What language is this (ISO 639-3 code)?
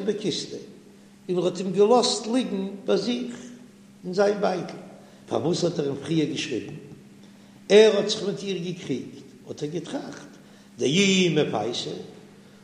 yid